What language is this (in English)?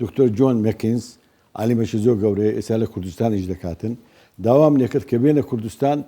Central Kurdish